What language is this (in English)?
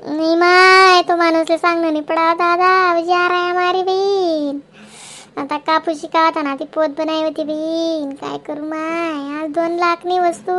Khandesi